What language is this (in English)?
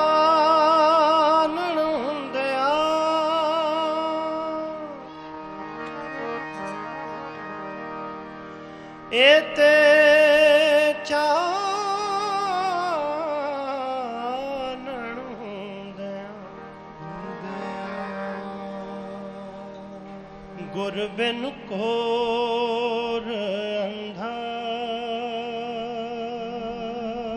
Punjabi